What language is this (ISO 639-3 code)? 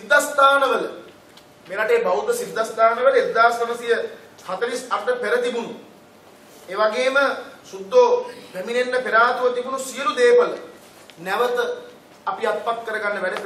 sin